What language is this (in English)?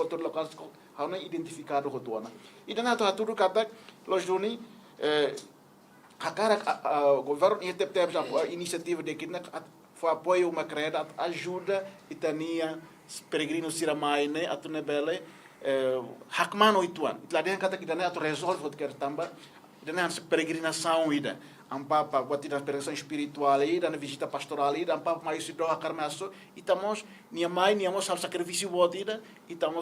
Tetum